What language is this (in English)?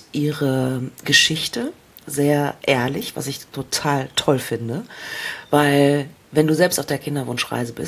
German